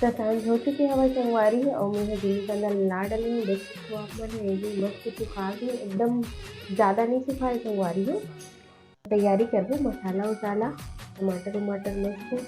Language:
Chhattisgarhi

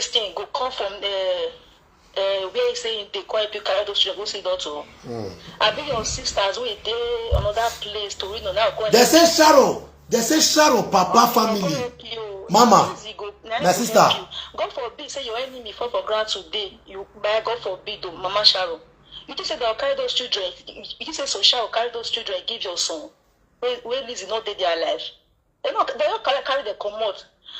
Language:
Nigerian Pidgin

